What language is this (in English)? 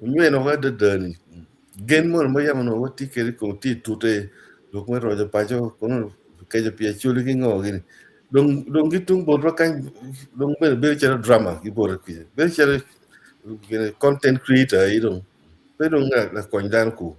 Acoli